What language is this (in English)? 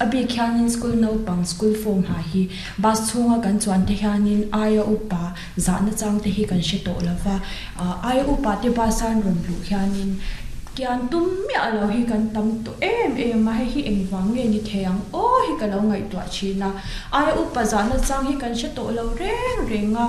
Mizo